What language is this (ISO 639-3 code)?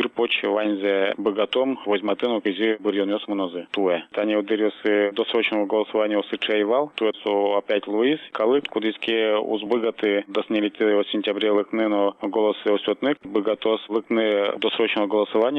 udm